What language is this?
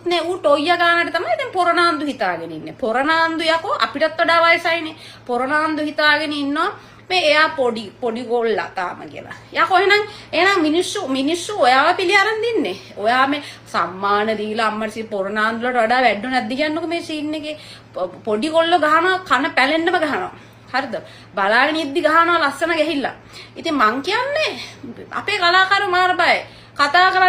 Sinhala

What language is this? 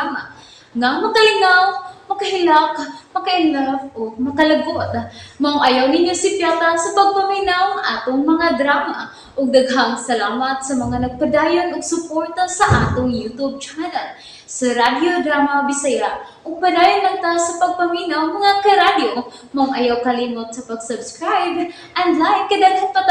Cebuano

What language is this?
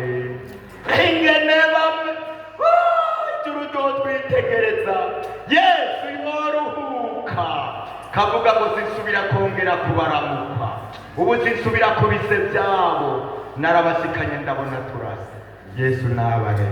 Rundi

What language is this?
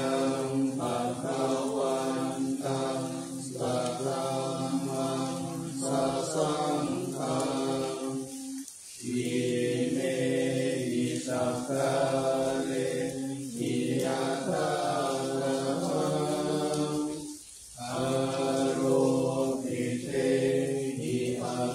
Pali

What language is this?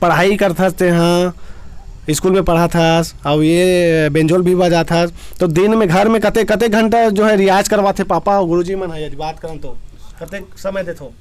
Chhattisgarhi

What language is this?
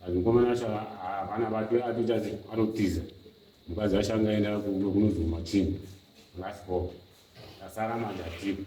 Shona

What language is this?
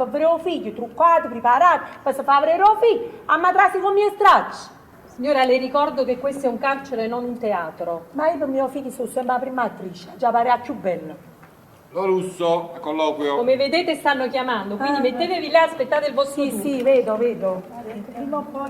Neapolitan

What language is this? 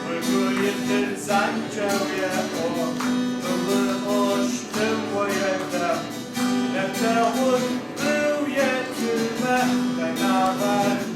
Kabardian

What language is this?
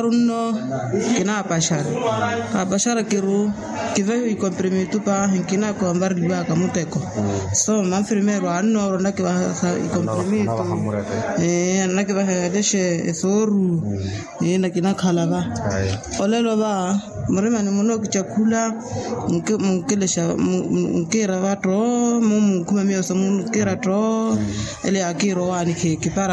Makhuwa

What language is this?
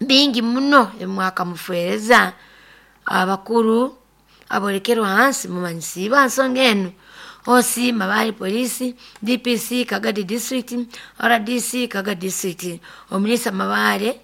Nyoro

